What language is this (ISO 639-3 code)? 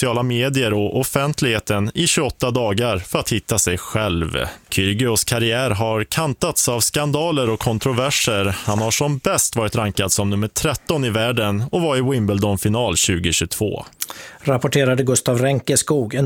swe